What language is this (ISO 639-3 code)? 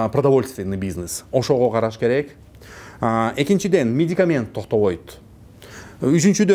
kir